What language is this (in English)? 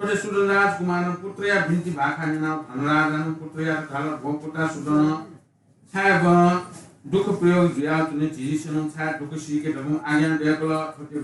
Newari